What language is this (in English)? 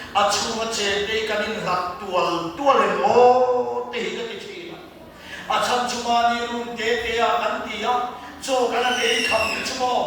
Mizo